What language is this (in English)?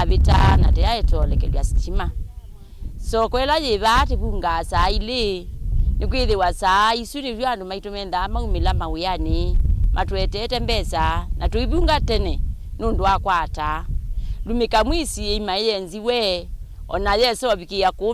Kamba